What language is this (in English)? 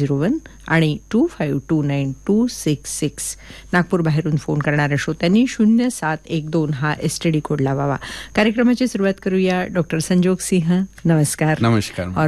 Marathi